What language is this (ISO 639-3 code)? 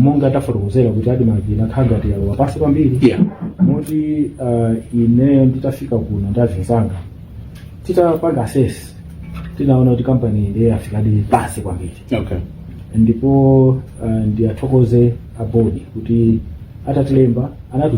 nya